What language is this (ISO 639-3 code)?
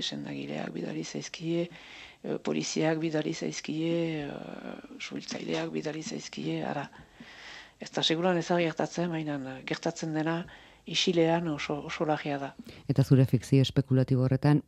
eus